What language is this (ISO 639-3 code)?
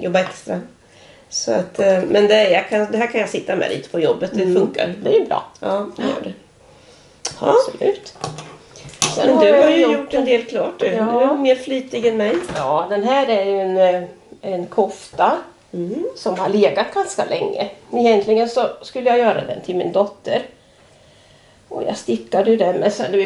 swe